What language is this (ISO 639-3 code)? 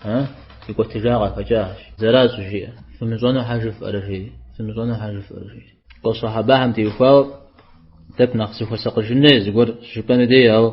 kbd